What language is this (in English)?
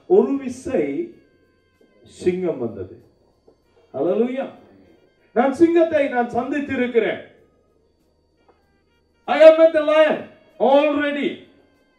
Tamil